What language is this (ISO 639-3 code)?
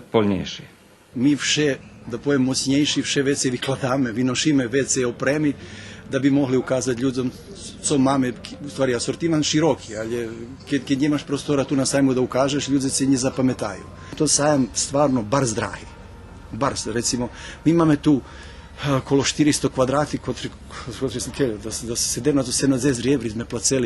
rue